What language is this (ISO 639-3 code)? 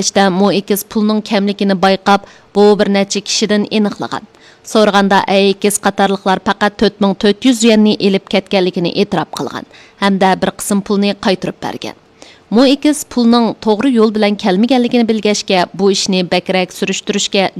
uig